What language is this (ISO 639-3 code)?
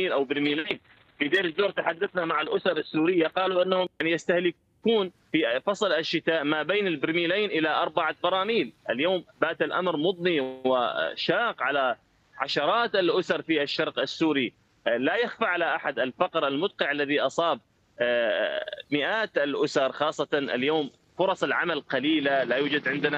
ara